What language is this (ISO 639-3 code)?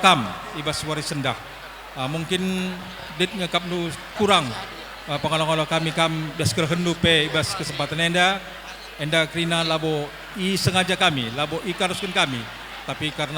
btx